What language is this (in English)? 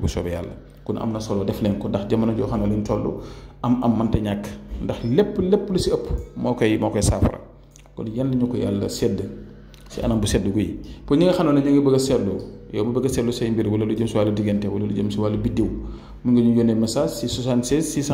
Wolof